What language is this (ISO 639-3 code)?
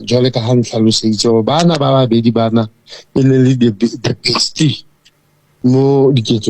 sot